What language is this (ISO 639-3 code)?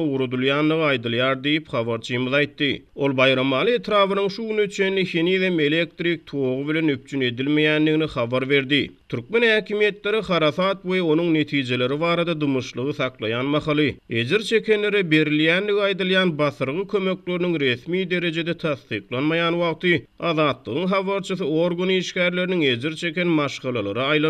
tuk